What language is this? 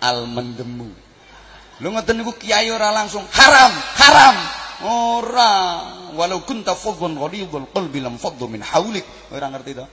Javanese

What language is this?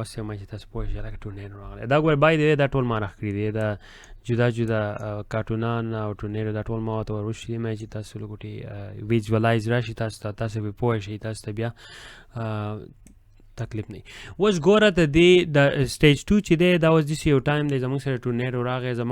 Pashto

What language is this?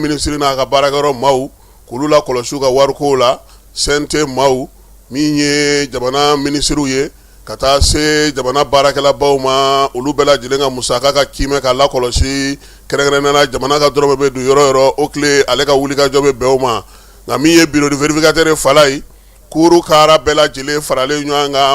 Bambara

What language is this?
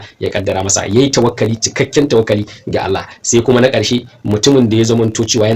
Hausa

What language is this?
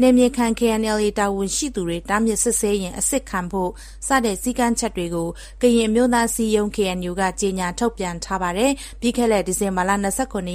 Burmese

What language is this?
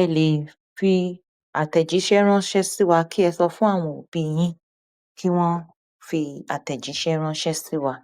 Yoruba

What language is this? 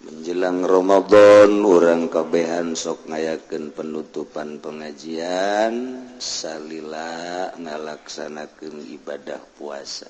Sundanese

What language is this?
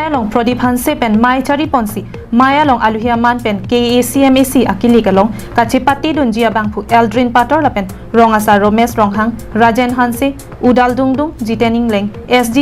Karbi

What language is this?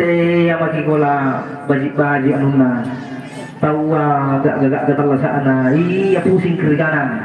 Makasar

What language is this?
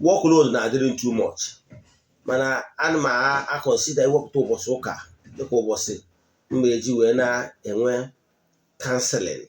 Igbo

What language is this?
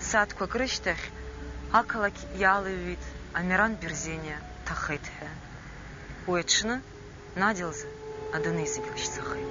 Abkhazian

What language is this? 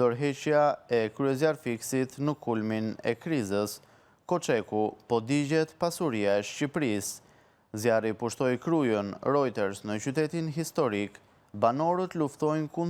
Albanian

